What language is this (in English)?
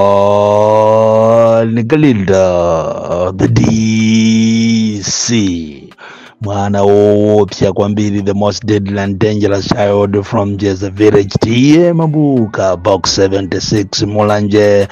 Nyanja